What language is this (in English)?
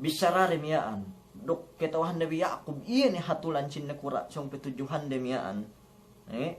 Yakan